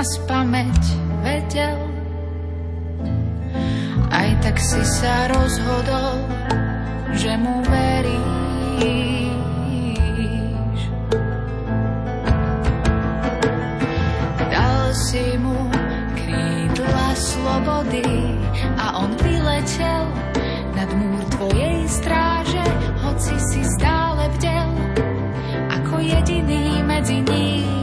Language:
Slovak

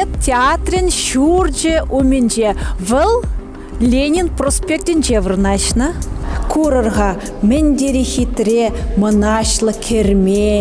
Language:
Chuvash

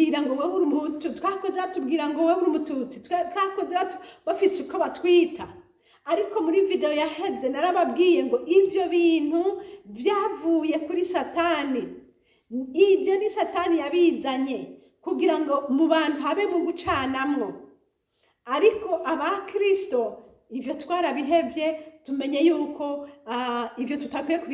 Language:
Rundi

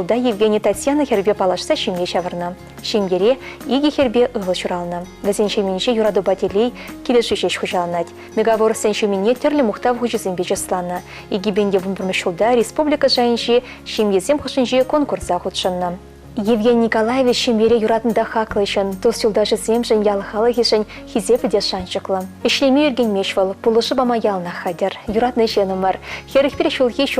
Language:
Chuvash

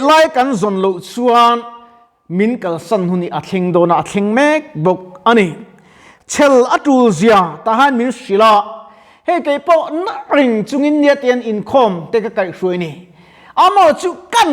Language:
Mizo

